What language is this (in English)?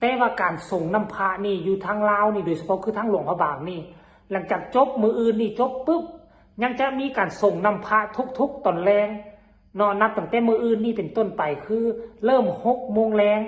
Northeastern Thai